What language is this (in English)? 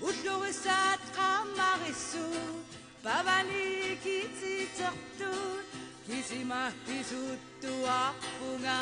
Kalaallisut